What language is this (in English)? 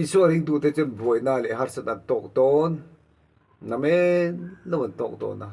Mizo